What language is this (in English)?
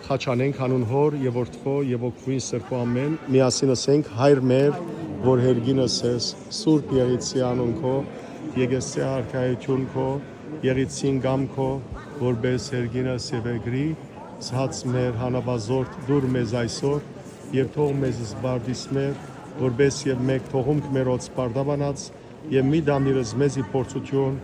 Western Armenian